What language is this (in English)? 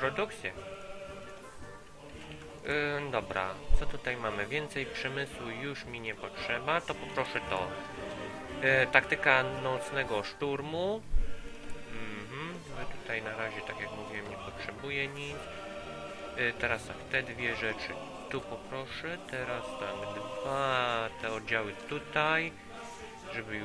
Polish